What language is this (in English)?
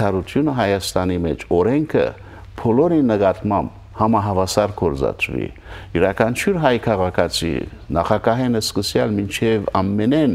Western Armenian